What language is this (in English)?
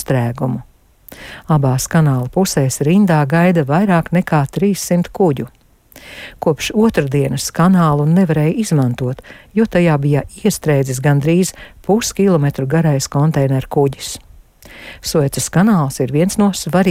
Latvian